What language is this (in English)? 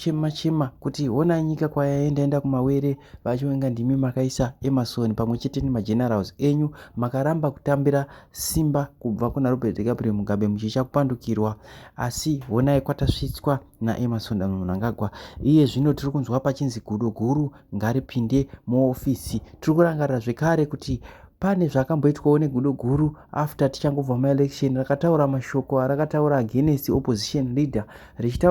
Shona